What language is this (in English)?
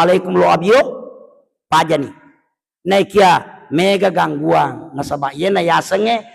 Buginese